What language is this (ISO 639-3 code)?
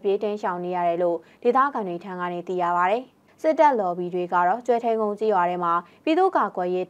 mya